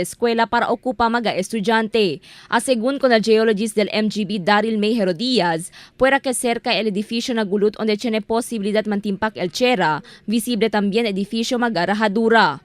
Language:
Chavacano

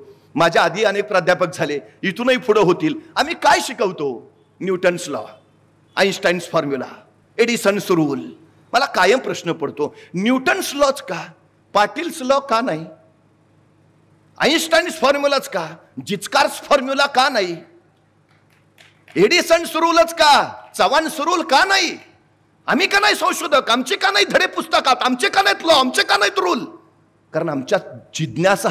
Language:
Marathi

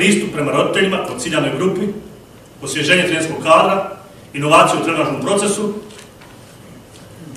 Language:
Bosnian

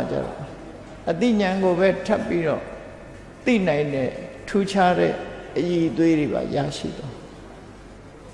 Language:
Burmese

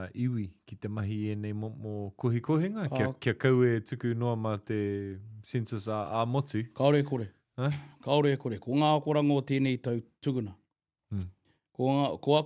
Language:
Māori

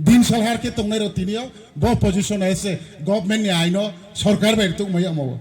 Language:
Riang (India)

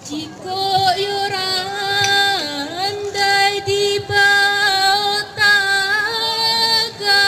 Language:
Minangkabau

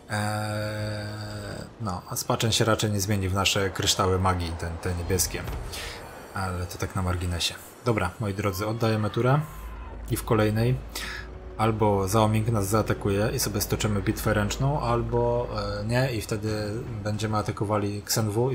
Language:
Polish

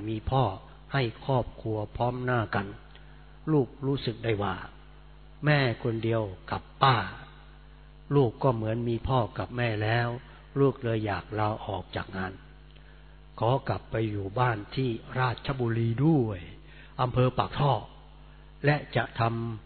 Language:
Thai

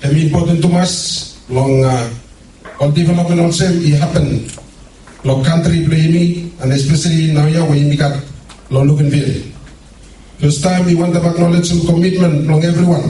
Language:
Bislama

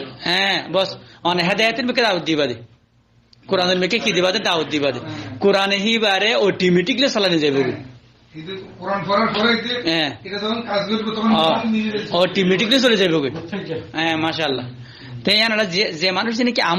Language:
Rohingya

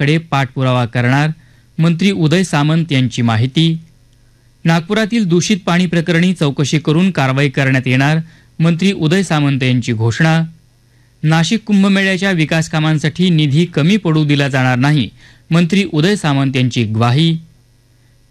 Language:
Marathi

